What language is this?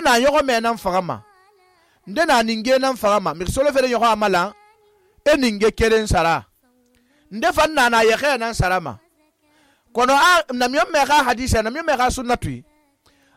Susu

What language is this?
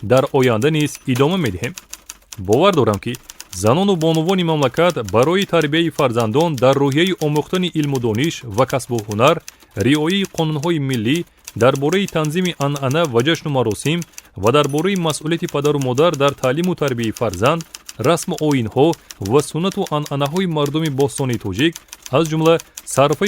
Tajik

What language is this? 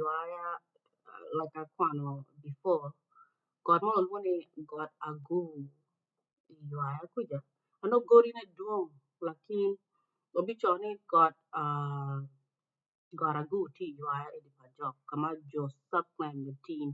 Acoli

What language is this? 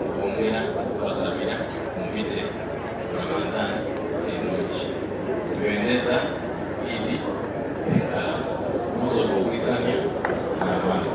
Soga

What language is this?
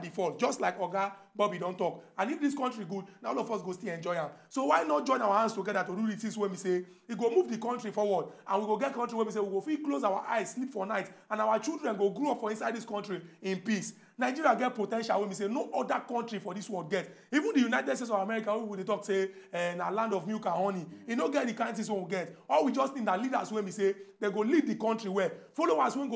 Nigerian Pidgin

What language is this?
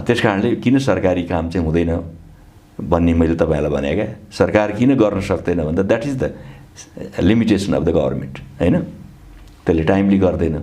Nepali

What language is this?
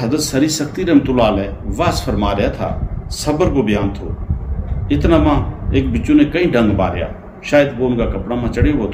Gujari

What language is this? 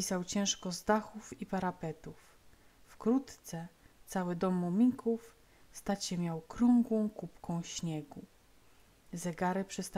Polish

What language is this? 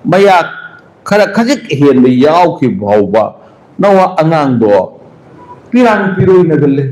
Manipuri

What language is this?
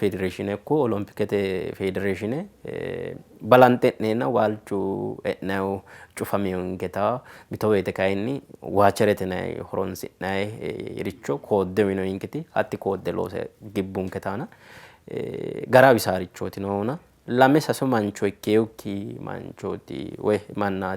Sidamo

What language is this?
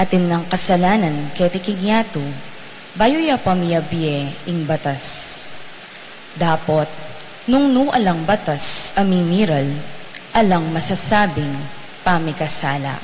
Pampanga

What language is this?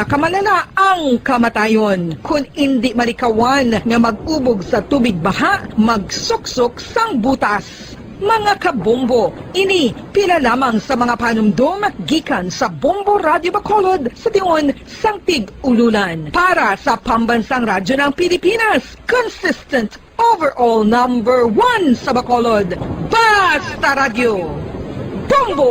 Hiligaynon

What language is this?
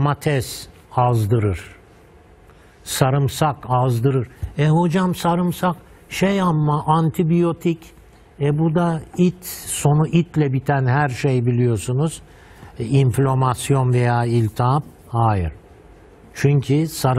Turkish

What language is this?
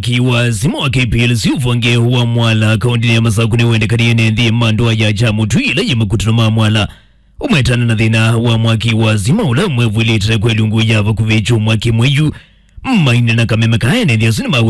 Kamba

